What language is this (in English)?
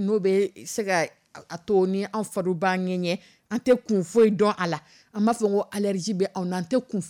Dyula